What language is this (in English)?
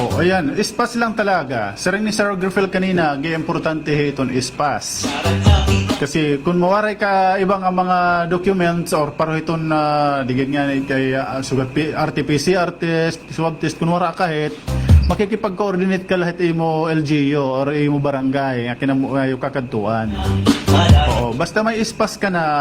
Waray